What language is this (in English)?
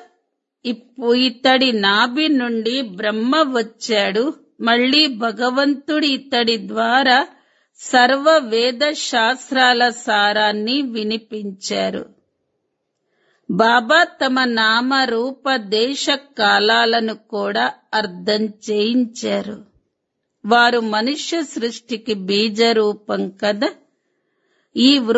Telugu